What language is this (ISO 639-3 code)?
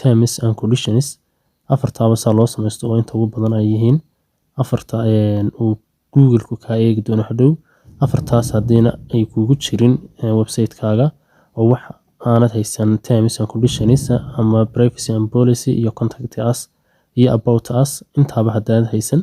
som